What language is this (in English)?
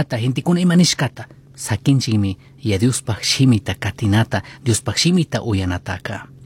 Chimborazo Highland Quichua